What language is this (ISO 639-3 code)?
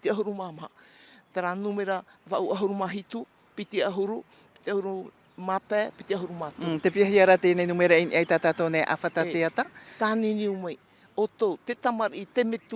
tah